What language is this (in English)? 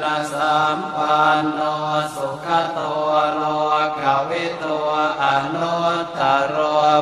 Pali